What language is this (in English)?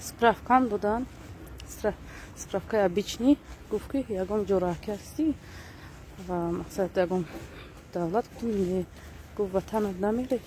Tajik